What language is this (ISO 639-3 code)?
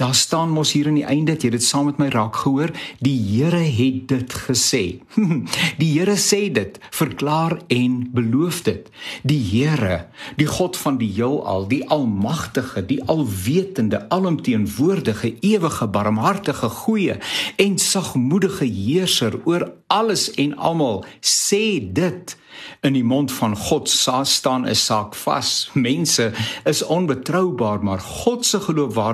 afr